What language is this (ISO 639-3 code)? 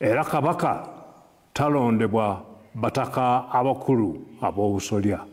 lug